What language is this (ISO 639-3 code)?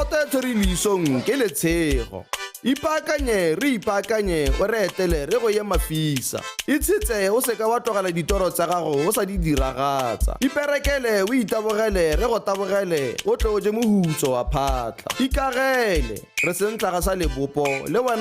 tsn